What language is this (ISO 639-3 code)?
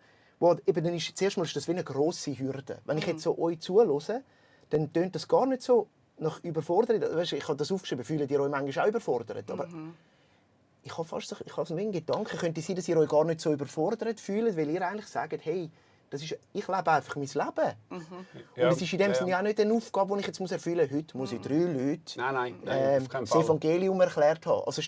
gsw